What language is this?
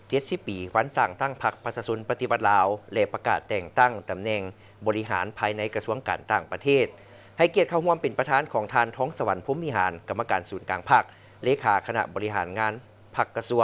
Lao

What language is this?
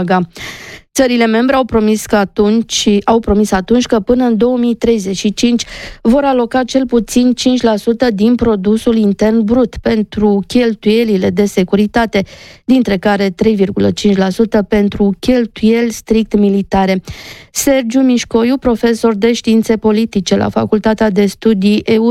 Romanian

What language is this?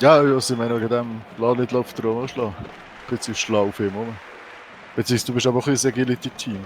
Swiss German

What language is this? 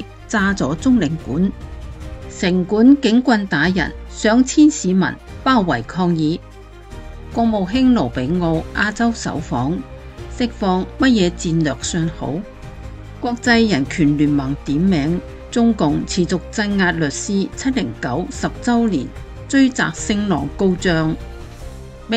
Cantonese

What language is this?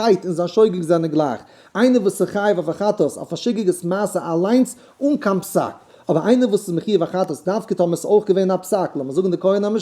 Yiddish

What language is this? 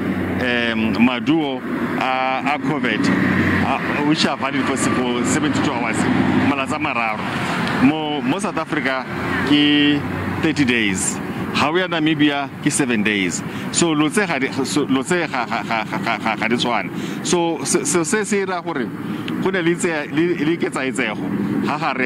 Tswana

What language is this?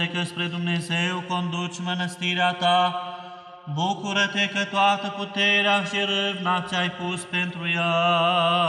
Romanian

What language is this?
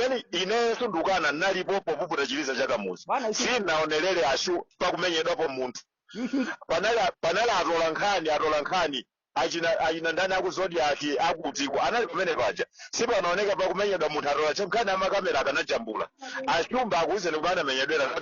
Nyanja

